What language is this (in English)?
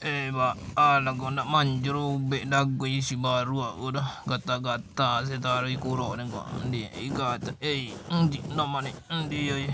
Minangkabau